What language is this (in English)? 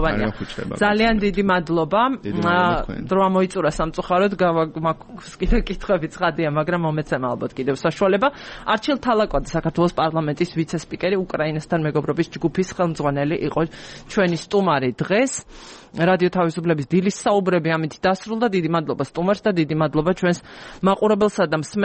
Georgian